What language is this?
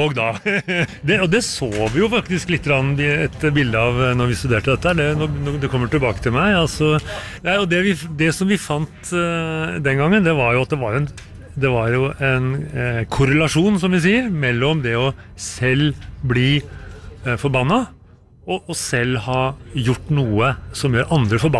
Norwegian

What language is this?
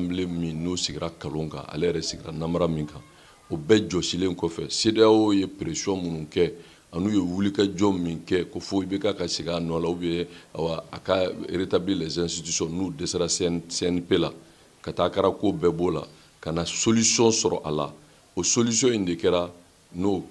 Bambara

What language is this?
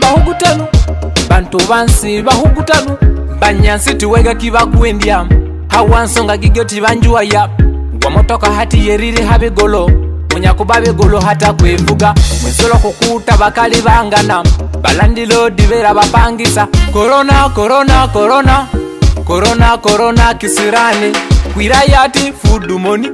Nyoro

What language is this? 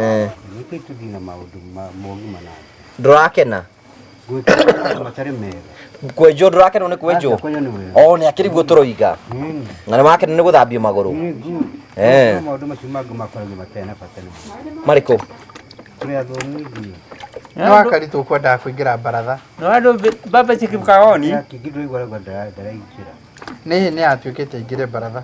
Kikuyu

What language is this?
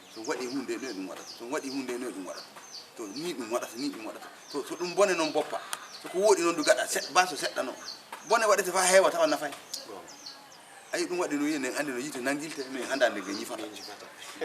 Fula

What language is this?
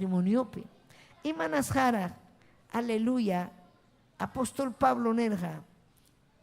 Ayacucho Quechua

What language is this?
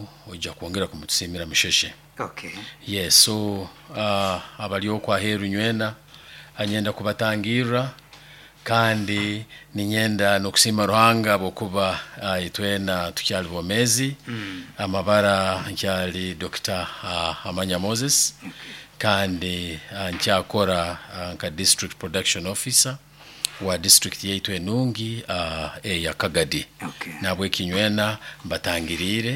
Nyankole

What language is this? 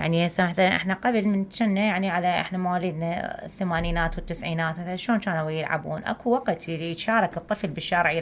Mesopotamian Arabic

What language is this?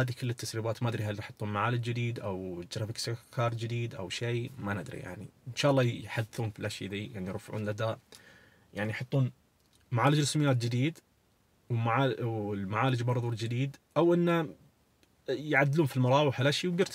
Najdi Arabic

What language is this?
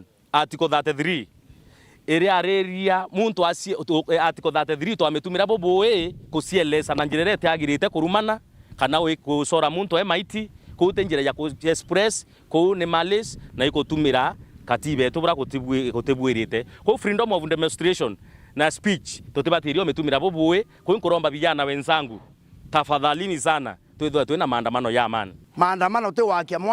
Meru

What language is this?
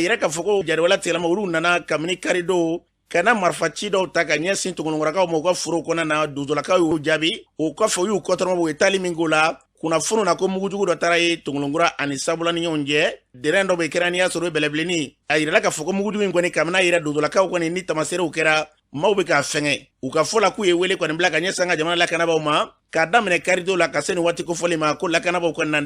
Bambara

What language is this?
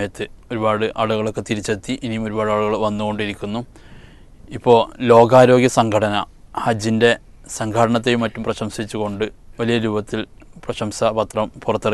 Malayalam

